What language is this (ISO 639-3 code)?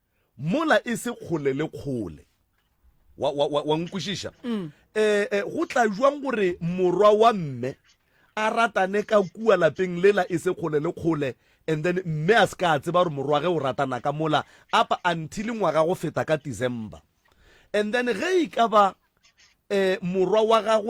nso